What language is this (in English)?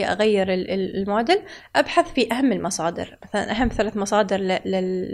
Gulf Arabic